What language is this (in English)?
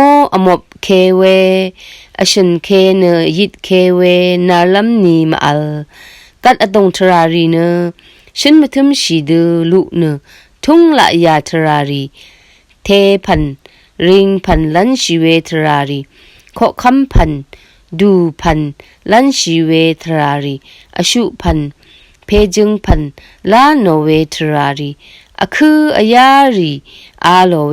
Rawang